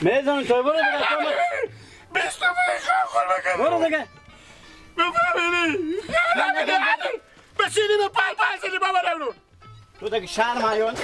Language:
Hazaragi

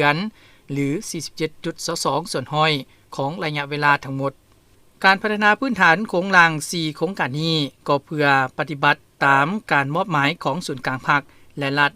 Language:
Lao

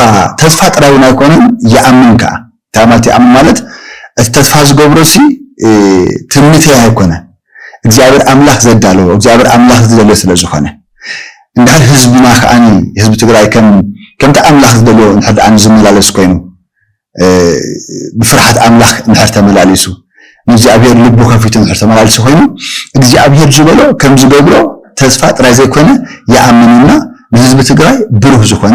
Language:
Tigrinya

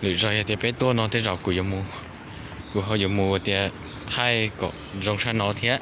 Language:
Hmong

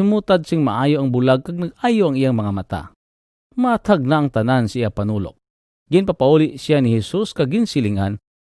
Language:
Hiligaynon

